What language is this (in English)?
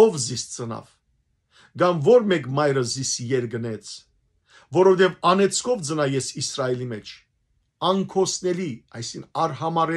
Western Armenian